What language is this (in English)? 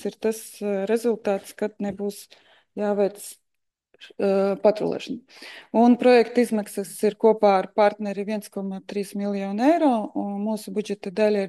Latvian